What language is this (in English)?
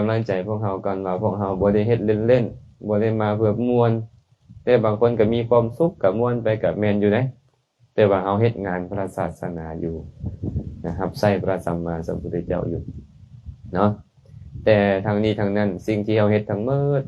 Lao